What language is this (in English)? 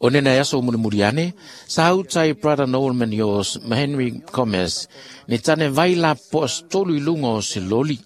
Samoan